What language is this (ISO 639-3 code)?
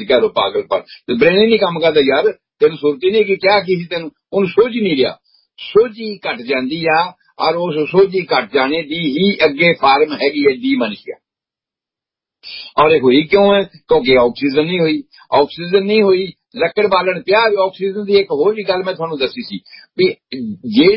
pan